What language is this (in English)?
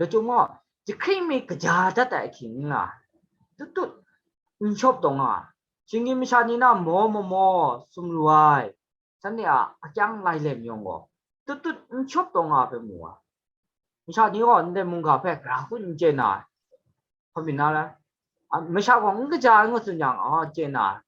Kachin